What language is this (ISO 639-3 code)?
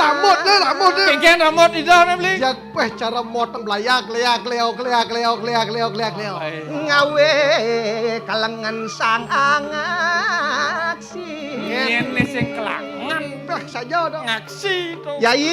ban